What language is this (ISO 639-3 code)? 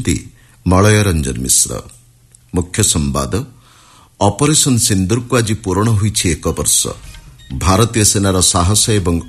ori